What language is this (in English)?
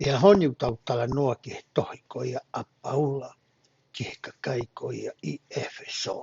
Tongan